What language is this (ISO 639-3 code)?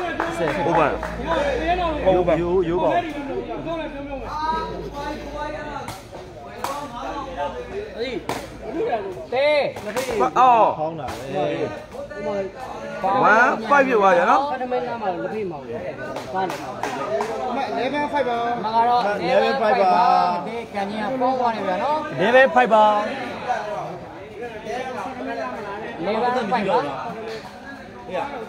mya